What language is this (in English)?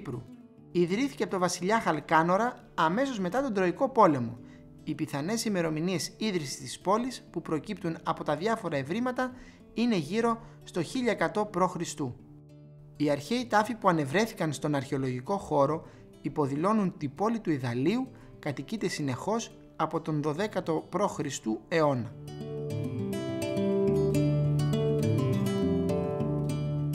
Greek